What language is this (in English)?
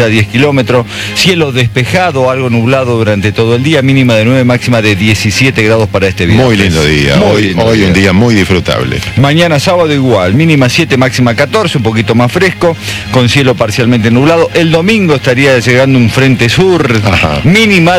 Spanish